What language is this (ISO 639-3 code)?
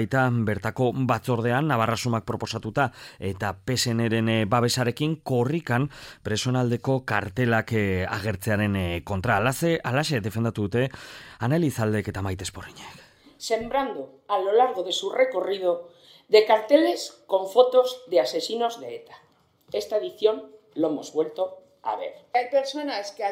eus